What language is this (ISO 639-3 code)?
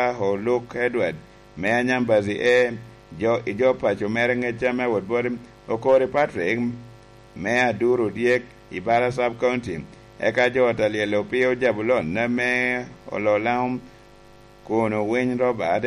laj